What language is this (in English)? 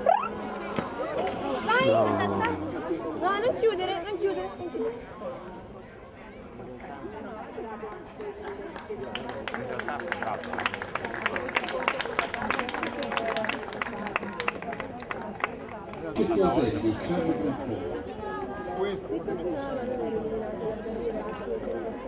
Italian